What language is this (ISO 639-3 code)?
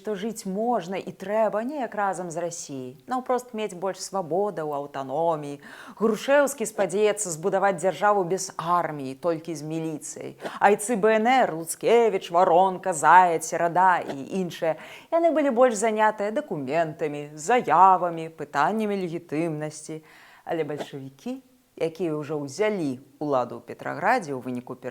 bel